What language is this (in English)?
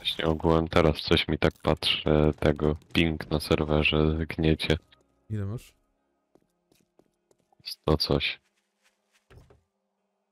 Polish